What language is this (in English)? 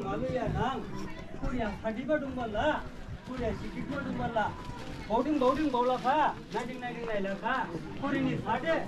Dimasa